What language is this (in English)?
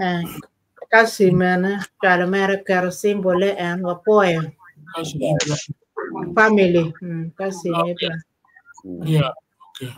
Acoli